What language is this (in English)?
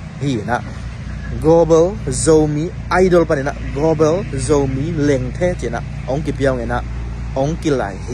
Tedim Chin